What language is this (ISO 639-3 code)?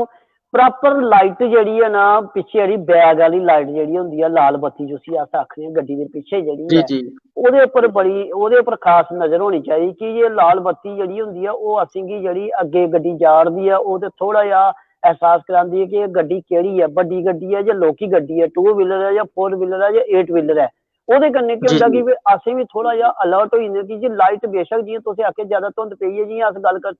doi